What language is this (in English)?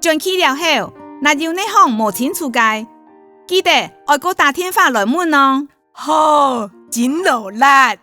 Hakka Chinese